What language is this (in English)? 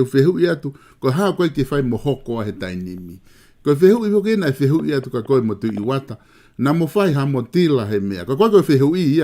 Tongan